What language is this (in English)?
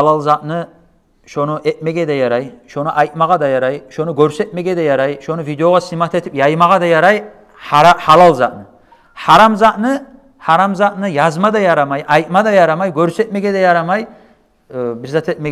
Kumyk